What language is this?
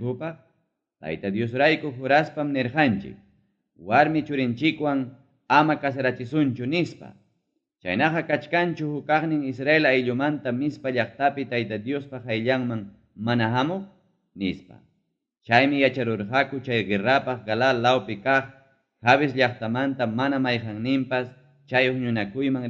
Ayacucho Quechua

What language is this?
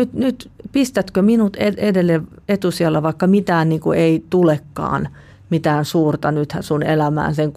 Finnish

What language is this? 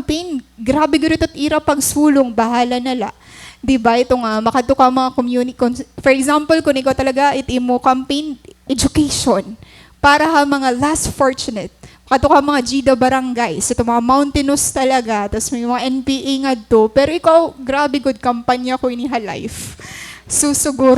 Waray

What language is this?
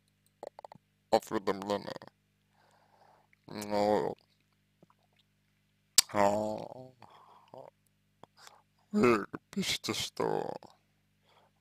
Russian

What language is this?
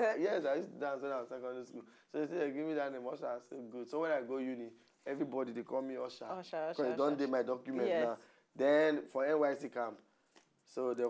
Nigerian Pidgin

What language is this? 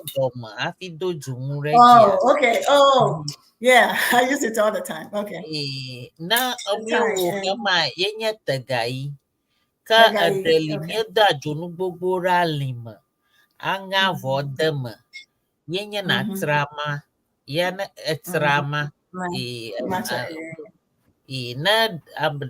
Ewe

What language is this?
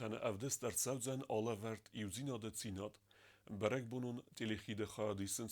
Ossetic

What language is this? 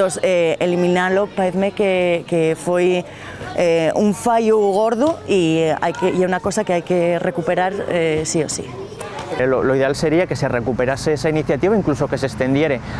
Asturian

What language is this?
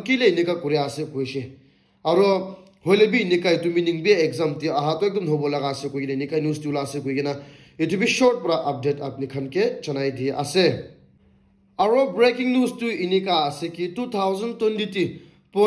Naga Pidgin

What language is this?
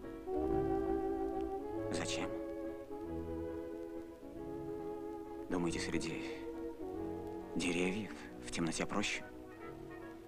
Russian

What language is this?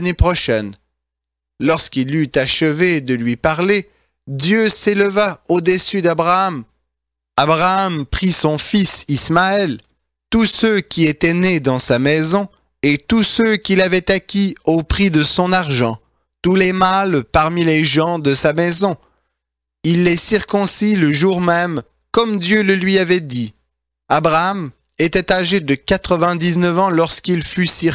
French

